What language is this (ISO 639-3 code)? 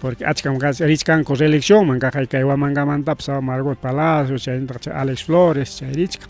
quy